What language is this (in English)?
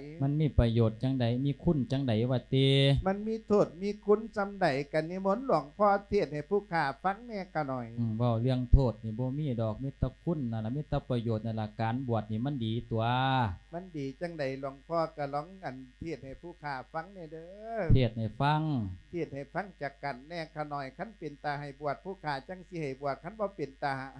Lao